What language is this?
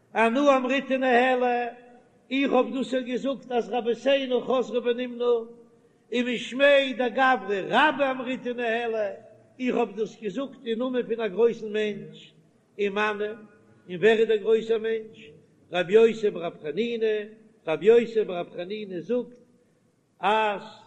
Yiddish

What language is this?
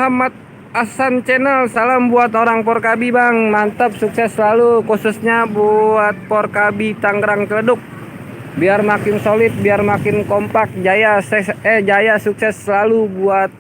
Betawi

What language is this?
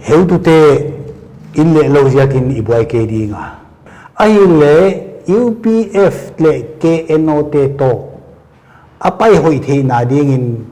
Paite Chin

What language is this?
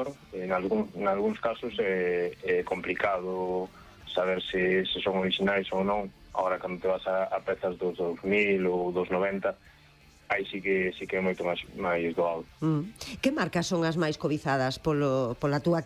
Galician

